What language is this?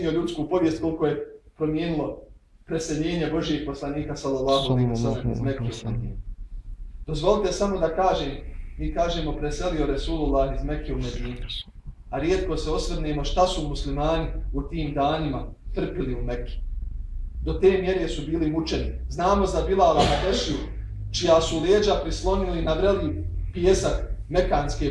Bosnian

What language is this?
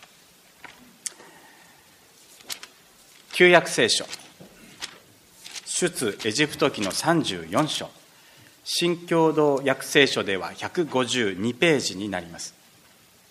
Japanese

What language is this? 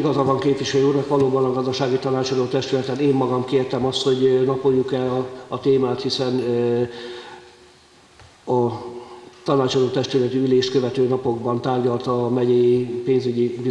Hungarian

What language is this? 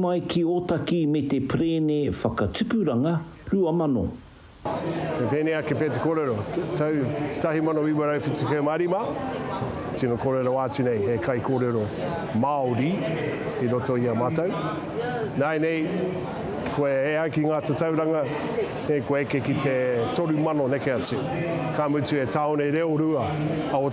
Māori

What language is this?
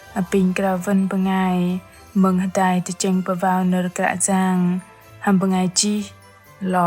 Bahnar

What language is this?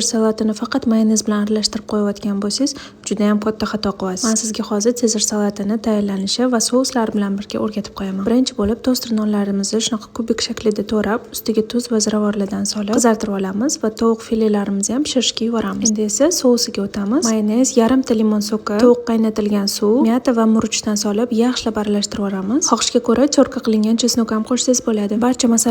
Uzbek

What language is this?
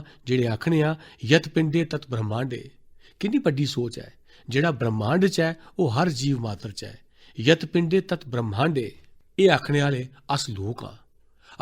Dogri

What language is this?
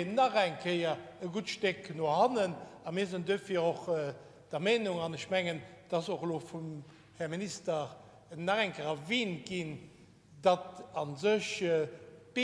Luxembourgish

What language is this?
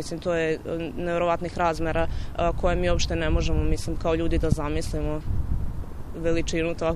Serbian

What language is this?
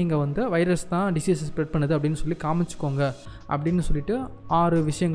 Tamil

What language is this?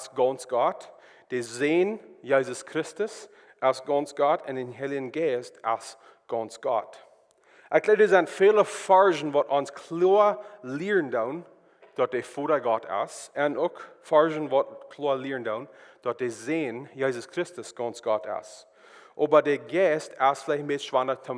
Plautdietsch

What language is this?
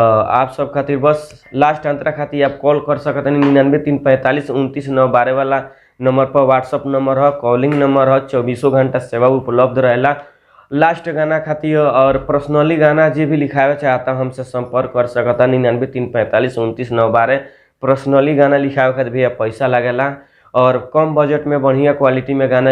Bhojpuri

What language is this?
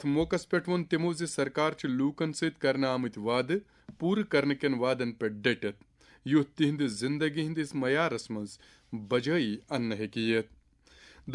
Kashmiri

